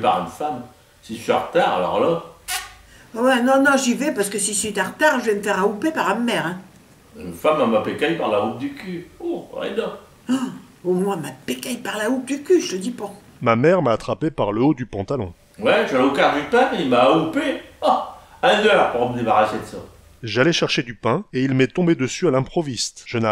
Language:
Picard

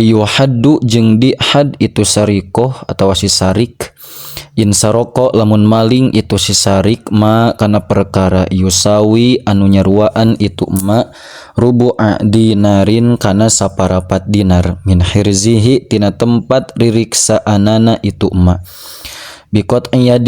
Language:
Sundanese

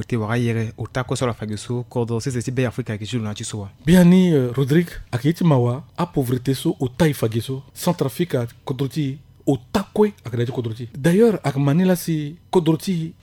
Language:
Sango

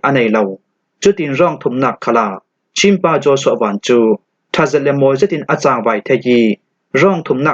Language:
Falam Chin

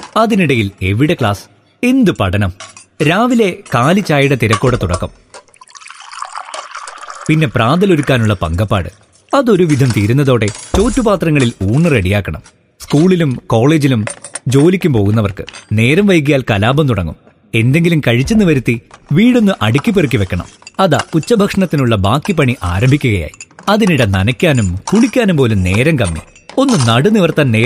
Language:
Malayalam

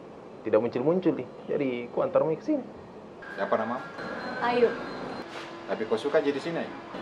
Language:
Makassar Malay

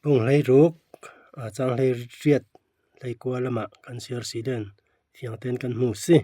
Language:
Falam Chin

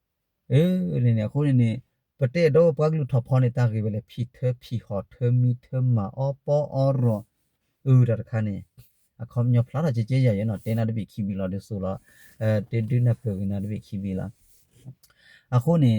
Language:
S'gaw Karen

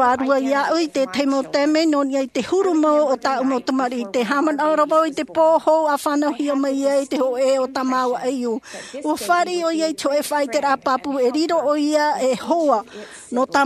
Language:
Tahitian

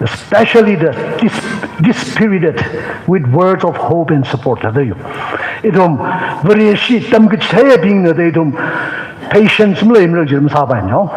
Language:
Tangkhul Naga (India)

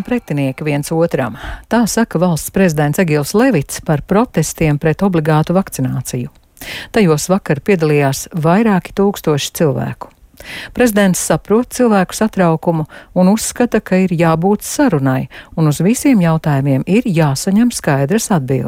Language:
Latvian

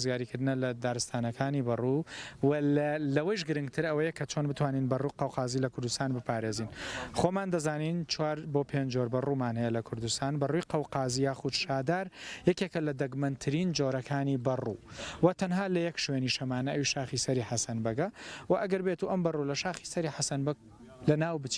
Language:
Central Kurdish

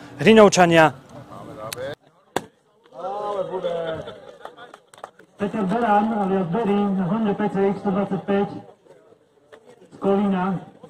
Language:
Slovak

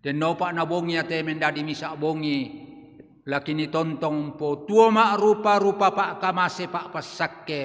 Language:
Toraja-Sa'dan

